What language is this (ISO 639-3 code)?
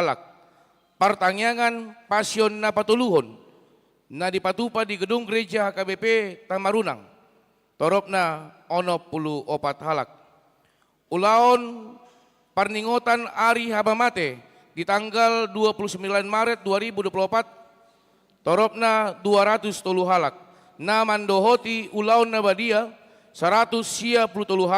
bbc